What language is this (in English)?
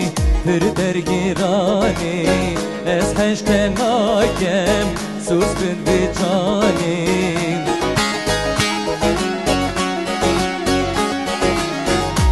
Persian